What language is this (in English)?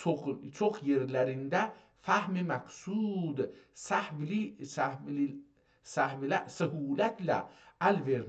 South Azerbaijani